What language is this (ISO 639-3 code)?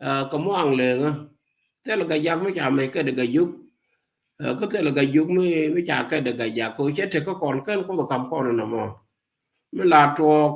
nus